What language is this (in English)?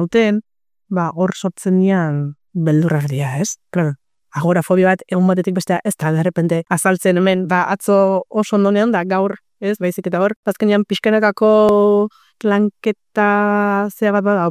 Basque